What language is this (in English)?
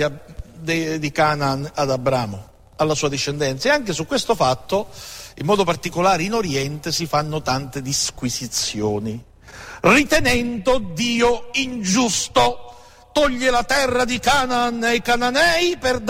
Italian